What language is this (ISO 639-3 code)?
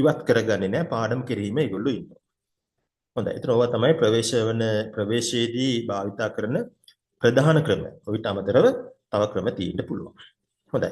sin